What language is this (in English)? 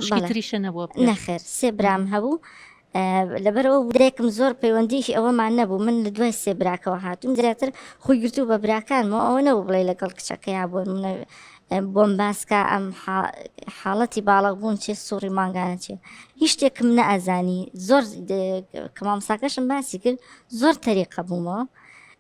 Central Kurdish